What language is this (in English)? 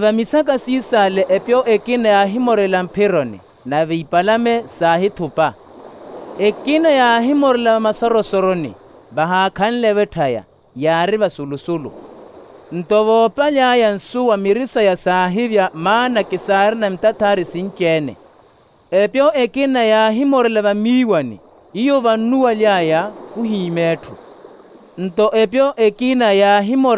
Makhuwa